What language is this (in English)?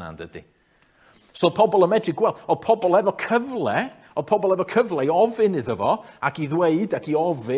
Welsh